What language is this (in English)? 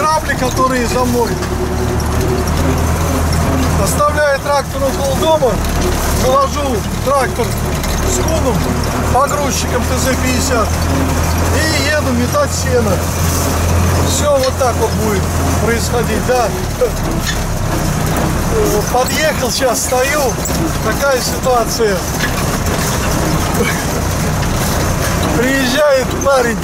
Russian